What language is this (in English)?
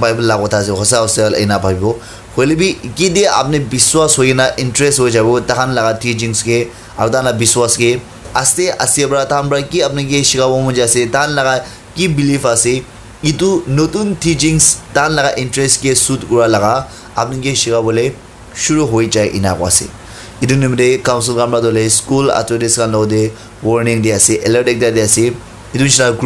Naga Pidgin